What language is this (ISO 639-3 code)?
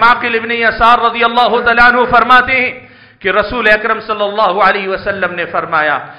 urd